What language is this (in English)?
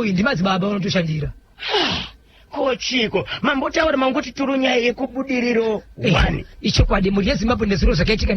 Shona